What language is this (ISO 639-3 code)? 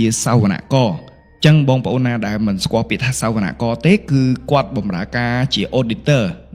khm